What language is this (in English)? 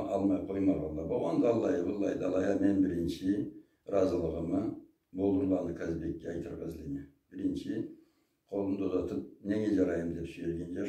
Karachay-Balkar